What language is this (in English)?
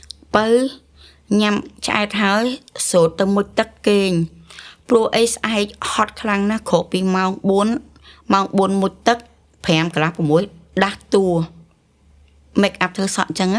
Khmer